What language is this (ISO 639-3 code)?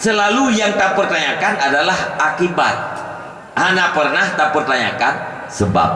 ace